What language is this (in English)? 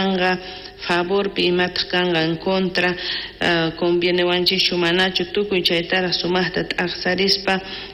South Bolivian Quechua